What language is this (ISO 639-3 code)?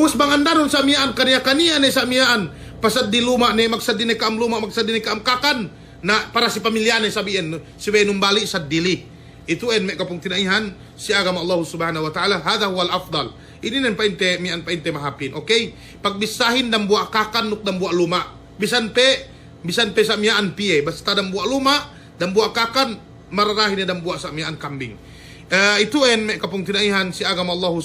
yka